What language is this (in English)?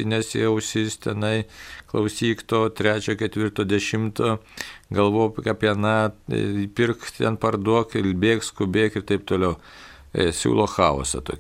Lithuanian